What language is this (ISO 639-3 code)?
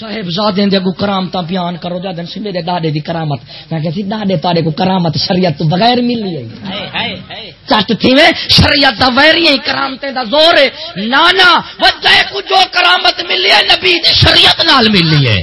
skr